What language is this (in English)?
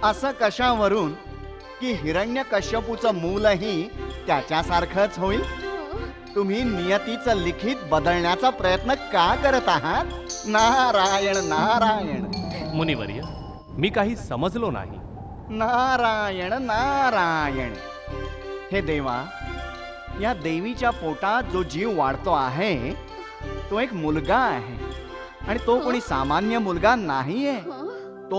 Marathi